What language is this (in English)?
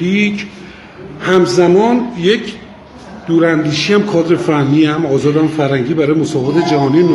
Persian